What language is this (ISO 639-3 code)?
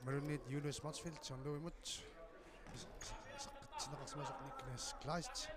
kal